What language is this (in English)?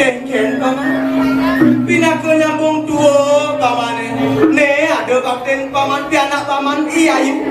Balinese